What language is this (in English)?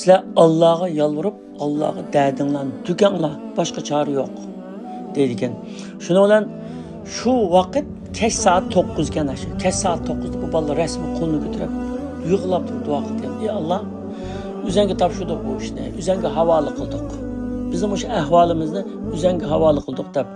Uyghur